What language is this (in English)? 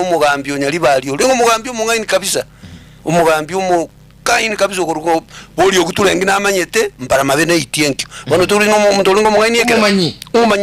Gusii